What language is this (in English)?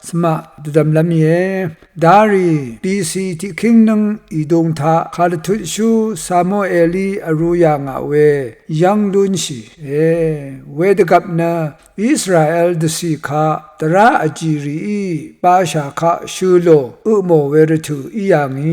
Rawang